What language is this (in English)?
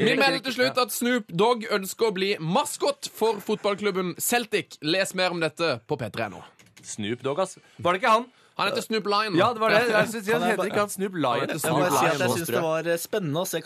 Norwegian